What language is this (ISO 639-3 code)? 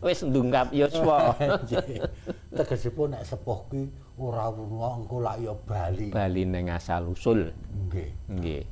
jav